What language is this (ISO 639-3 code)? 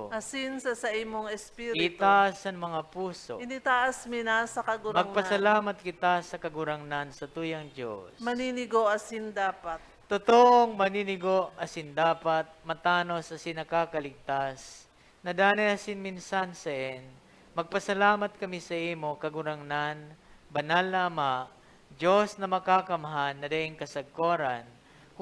bik